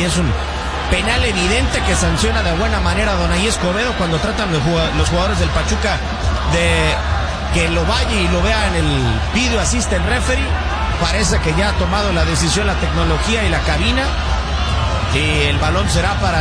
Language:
Spanish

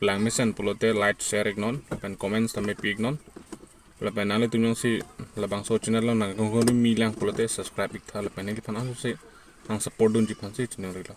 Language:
Karbi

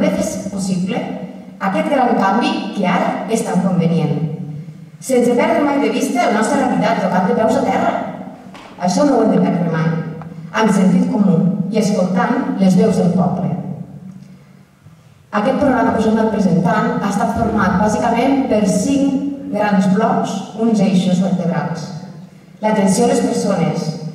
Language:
Catalan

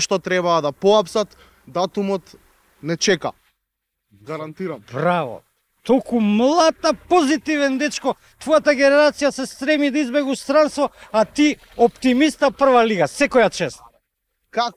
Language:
Macedonian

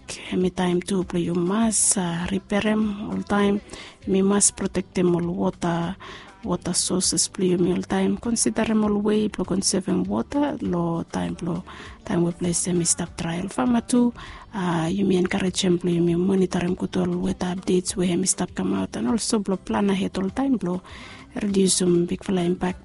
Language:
Bislama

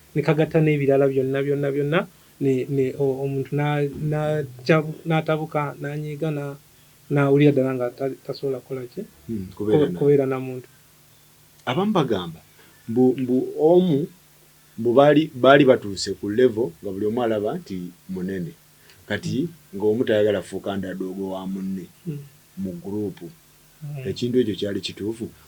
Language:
Ganda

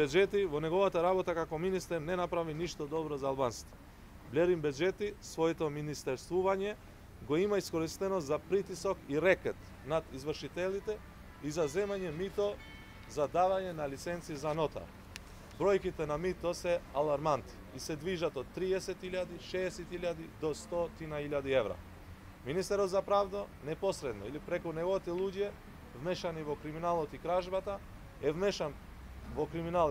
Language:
Macedonian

